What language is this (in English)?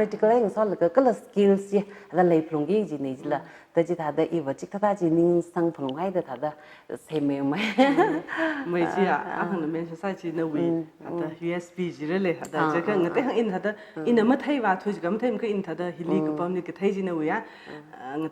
Tangkhul Naga (India)